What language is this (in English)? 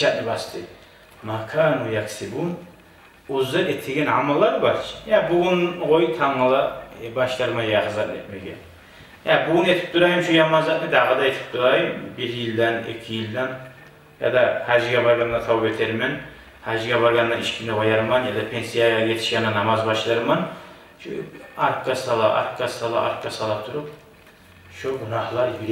Kumyk